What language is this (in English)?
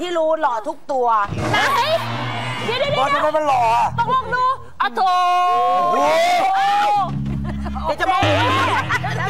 Thai